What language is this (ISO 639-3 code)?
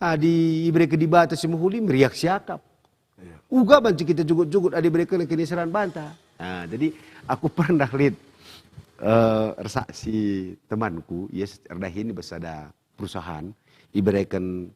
btx